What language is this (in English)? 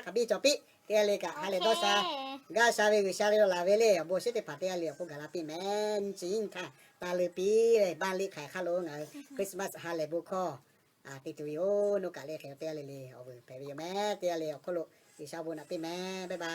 Lahu